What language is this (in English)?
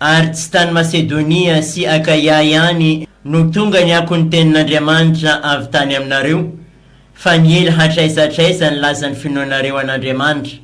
Malagasy